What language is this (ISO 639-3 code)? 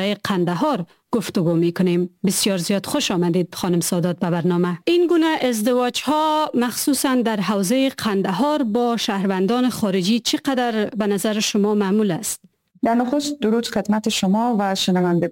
fas